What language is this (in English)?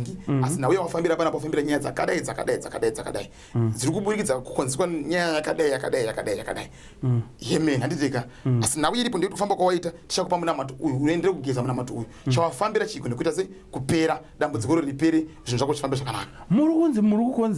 Shona